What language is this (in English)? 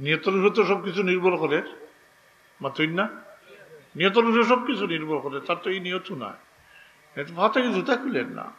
Sylheti